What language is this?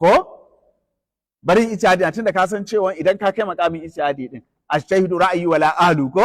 Hausa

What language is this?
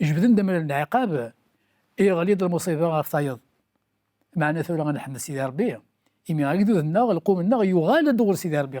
Kabyle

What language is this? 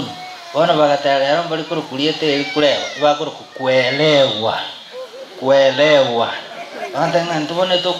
Gusii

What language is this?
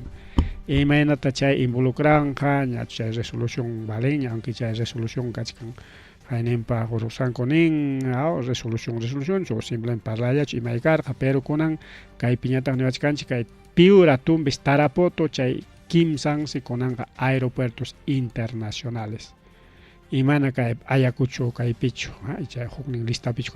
Ayacucho Quechua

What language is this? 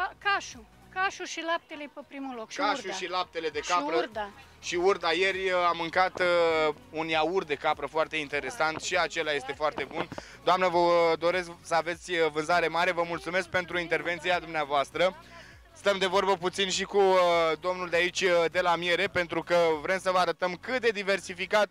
Romanian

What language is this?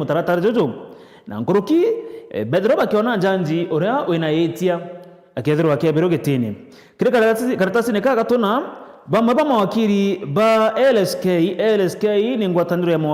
Meru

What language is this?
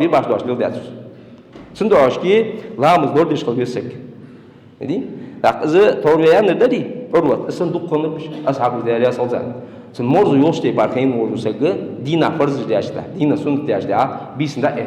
Ingush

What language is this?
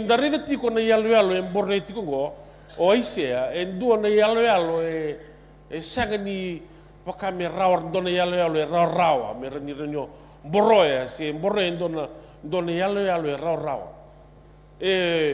Fijian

